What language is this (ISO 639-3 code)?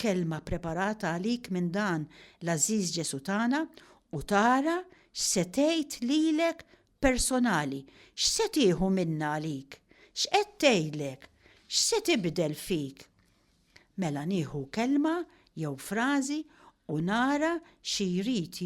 mlt